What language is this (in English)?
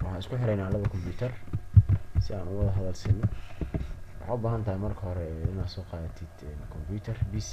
Somali